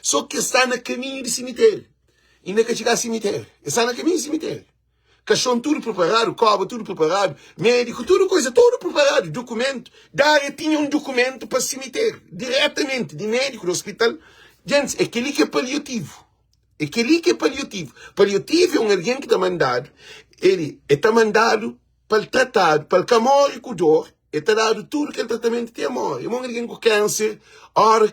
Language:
Kabuverdianu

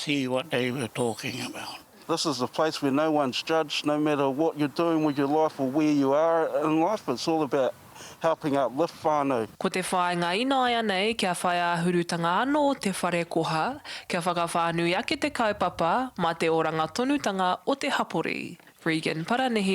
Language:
Māori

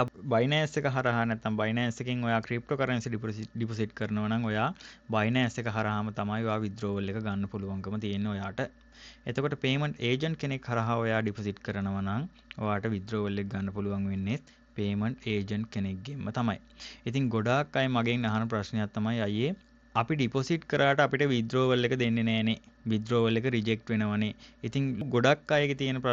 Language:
Sinhala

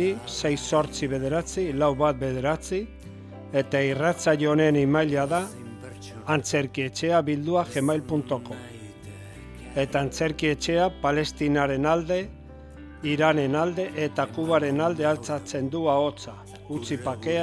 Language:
Basque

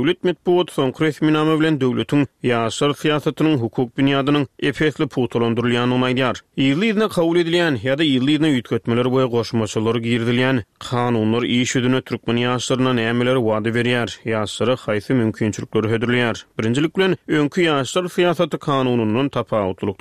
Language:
Turkmen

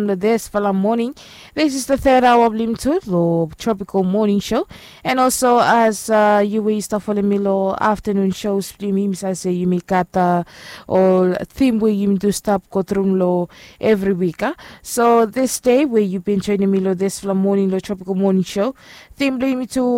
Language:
Bislama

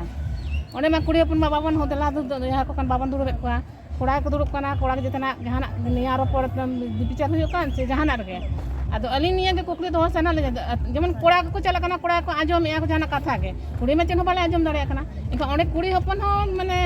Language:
Santali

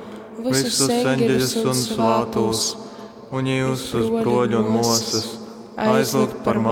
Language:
Latgalian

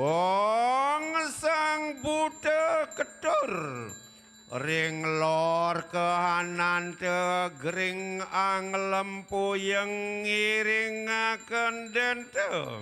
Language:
Balinese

